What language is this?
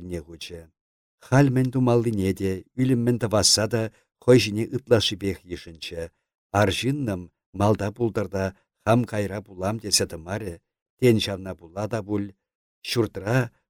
Chuvash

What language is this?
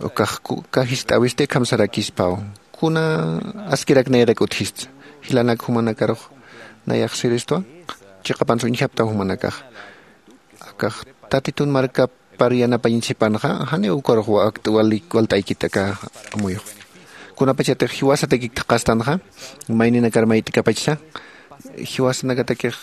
Aymara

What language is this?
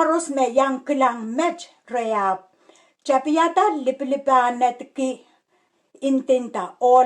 Pohnpeian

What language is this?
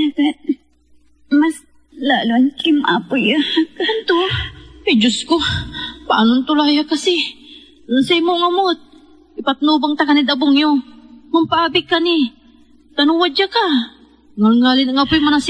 Pangasinan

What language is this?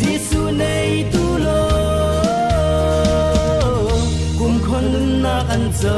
Falam Chin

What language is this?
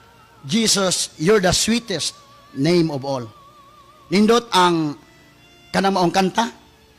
Cebuano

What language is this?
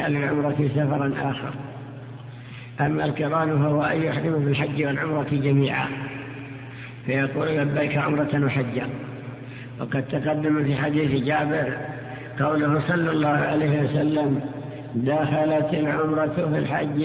Arabic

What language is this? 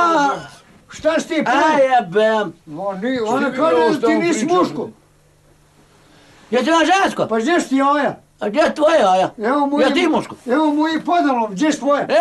Bosnian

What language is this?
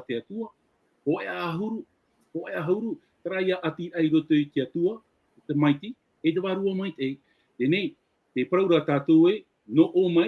Tahitian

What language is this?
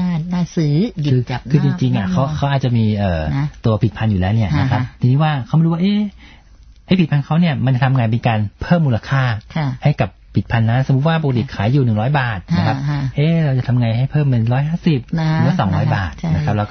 Thai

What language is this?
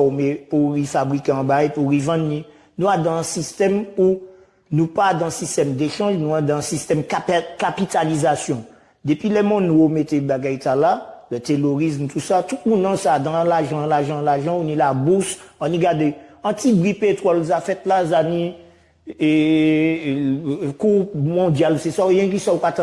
Guadeloupean Creole French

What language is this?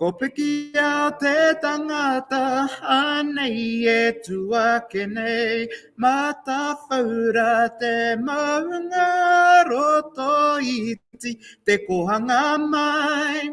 Māori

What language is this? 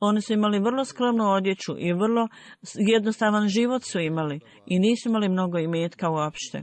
Bosnian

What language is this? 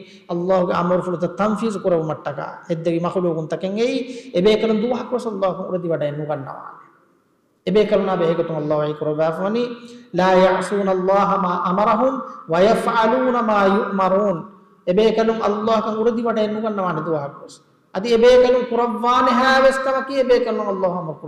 Divehi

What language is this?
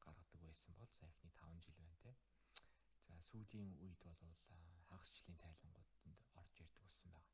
Mongolian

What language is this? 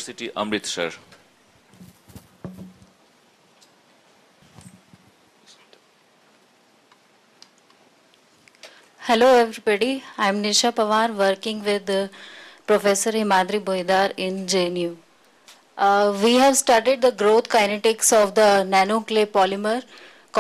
English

